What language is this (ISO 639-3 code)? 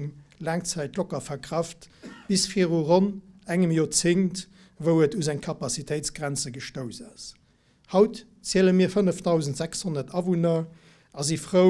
ltz